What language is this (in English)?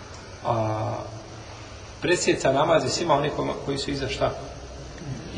Bosnian